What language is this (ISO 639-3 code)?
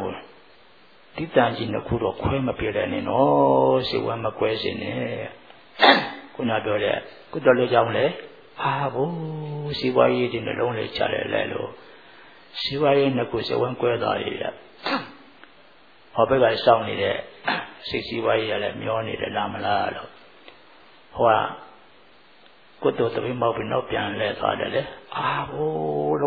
mya